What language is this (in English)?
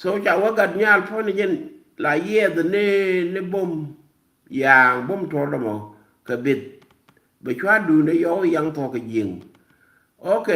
Nuer